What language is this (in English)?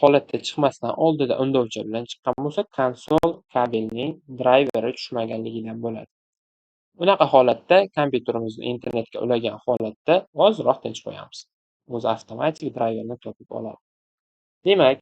Uzbek